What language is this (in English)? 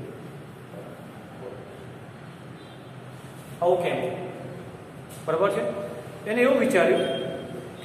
Gujarati